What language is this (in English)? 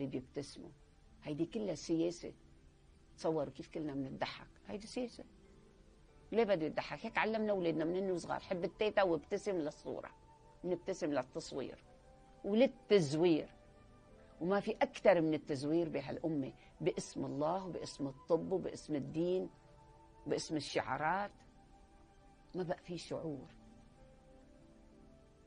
North Levantine Arabic